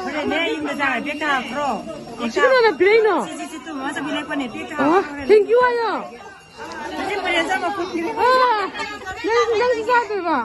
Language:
Manipuri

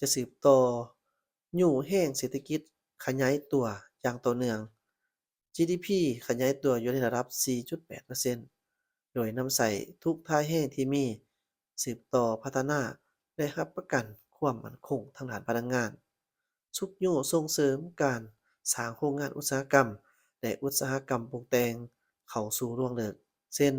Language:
Lao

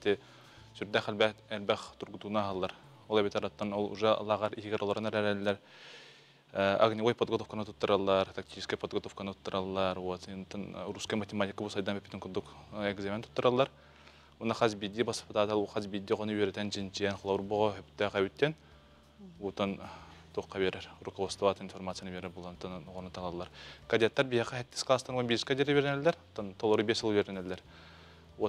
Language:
Yakut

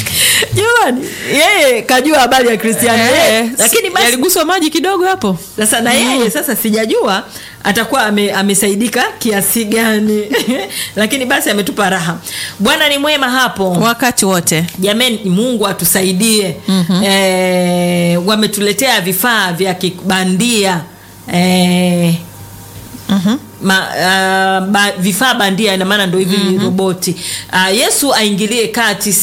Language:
Swahili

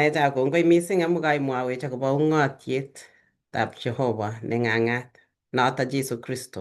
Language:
Kalenjin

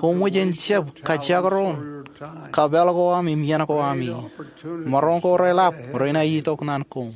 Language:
Marshallese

